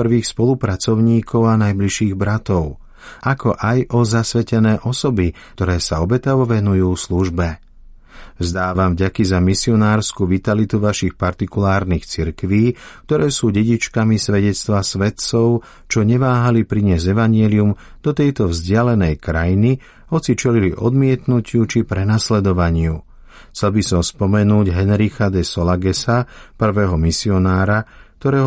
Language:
Slovak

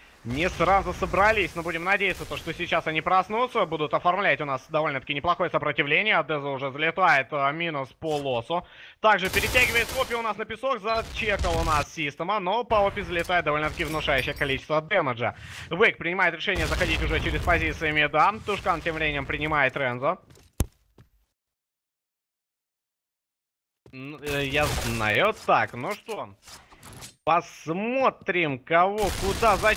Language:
Russian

